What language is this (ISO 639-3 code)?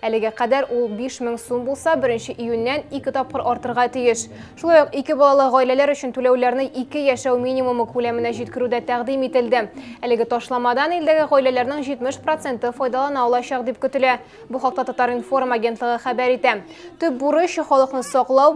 tat